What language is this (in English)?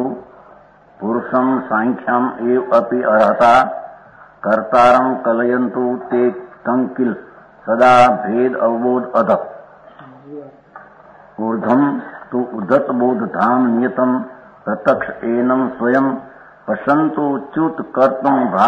Gujarati